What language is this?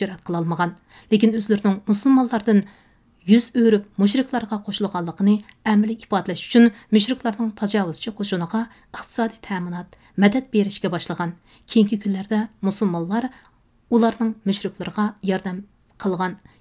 Uyghur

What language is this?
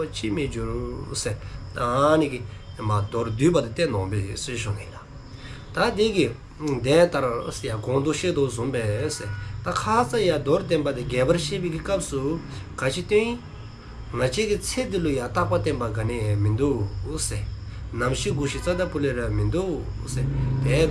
Dzongkha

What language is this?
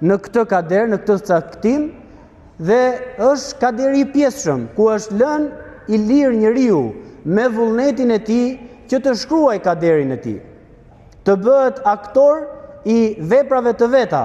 Albanian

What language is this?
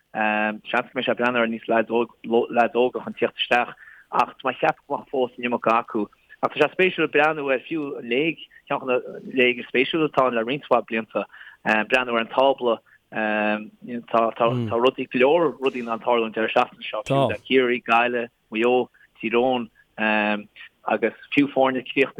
Irish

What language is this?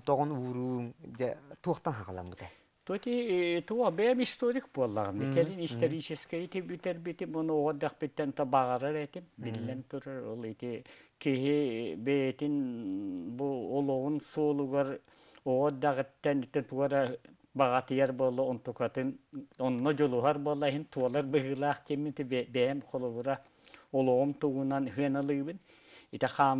Yakut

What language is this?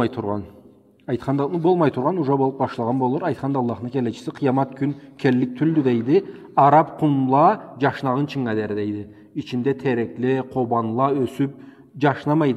Karachay-Balkar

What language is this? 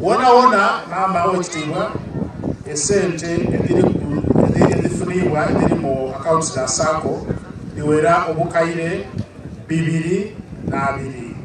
Soga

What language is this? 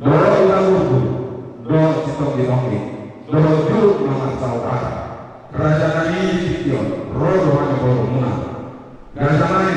Batak Toba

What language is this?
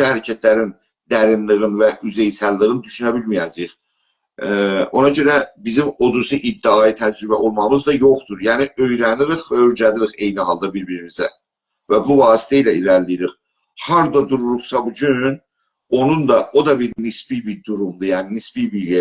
South Azerbaijani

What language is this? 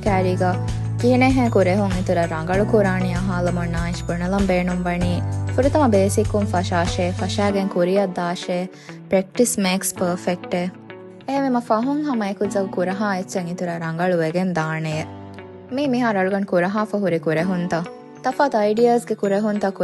Divehi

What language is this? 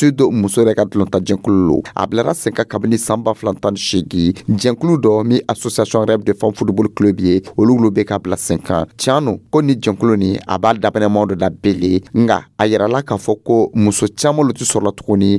Dyula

